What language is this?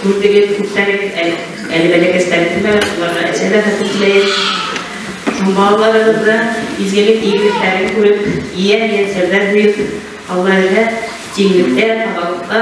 Bashkir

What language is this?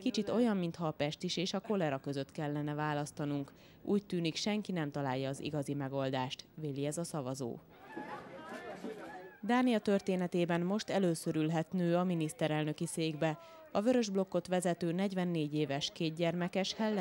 Hungarian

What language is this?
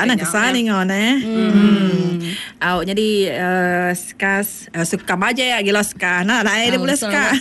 Iban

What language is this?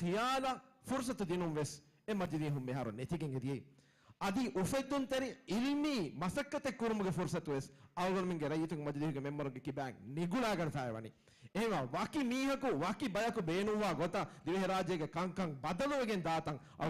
Divehi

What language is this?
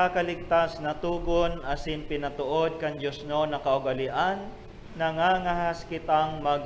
Bikol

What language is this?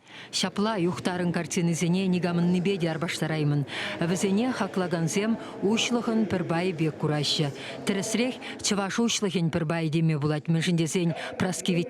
Chuvash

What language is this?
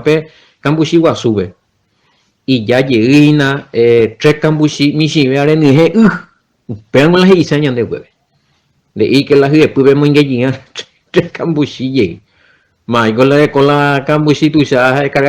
Guarani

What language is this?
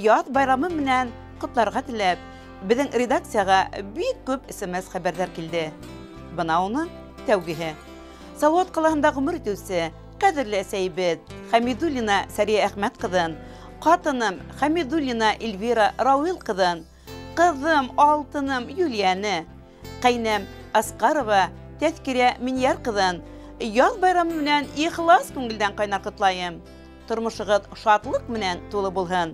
Bashkir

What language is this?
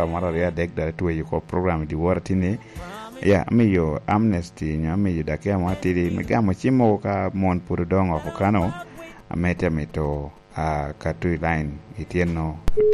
Lango (Uganda)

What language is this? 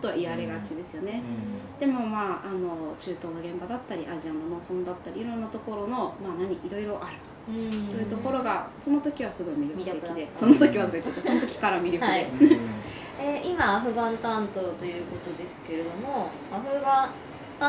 Japanese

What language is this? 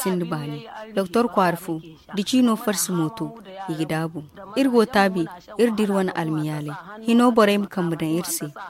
Zarma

